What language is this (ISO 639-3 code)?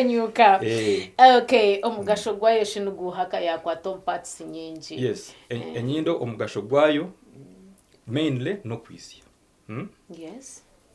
nyn